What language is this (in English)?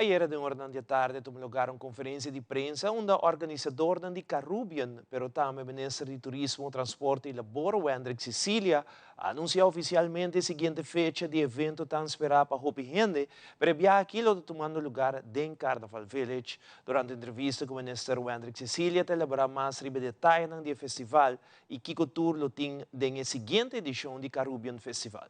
Papiamento